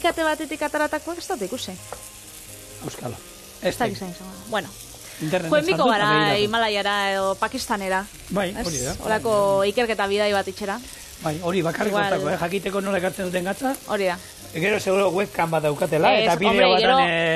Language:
Basque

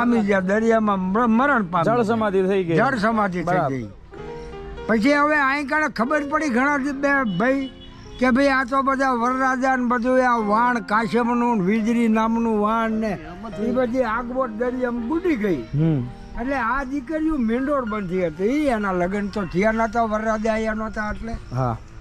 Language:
Gujarati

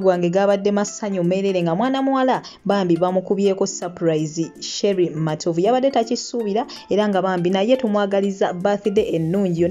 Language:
Ganda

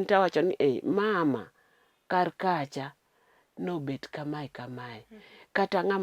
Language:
Luo (Kenya and Tanzania)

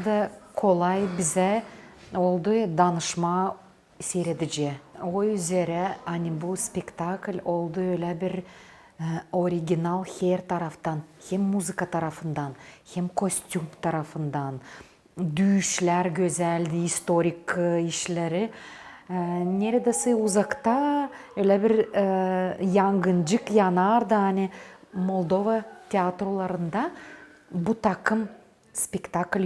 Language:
Gagauz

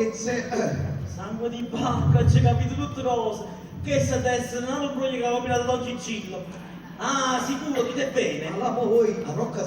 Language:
Neapolitan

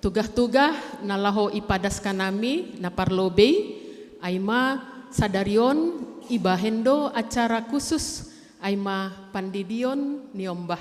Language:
Batak Simalungun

